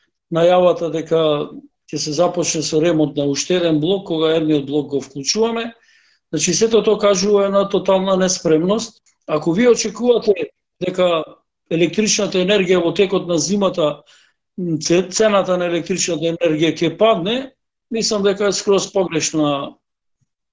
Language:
Macedonian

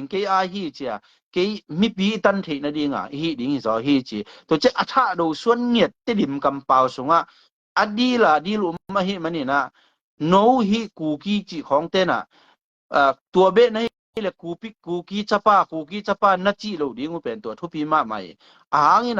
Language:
Tedim Chin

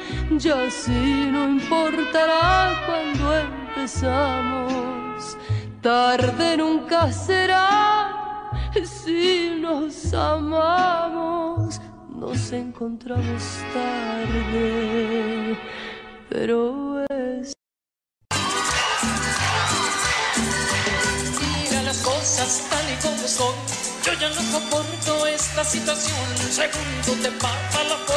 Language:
Spanish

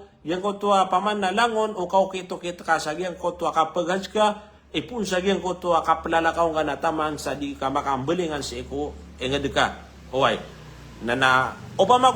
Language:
Maranao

